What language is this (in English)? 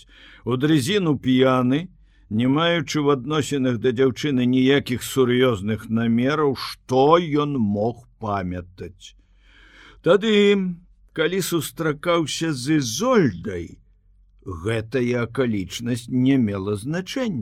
Belarusian